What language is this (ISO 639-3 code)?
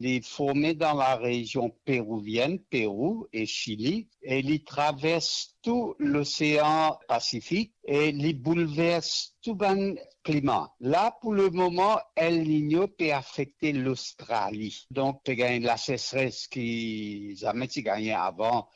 mfe